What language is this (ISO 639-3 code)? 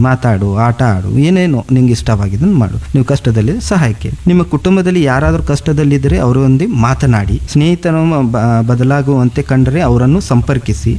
kan